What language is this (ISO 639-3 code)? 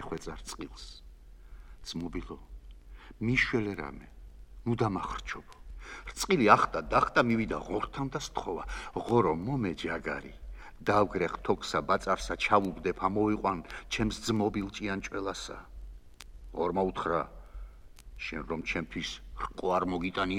kat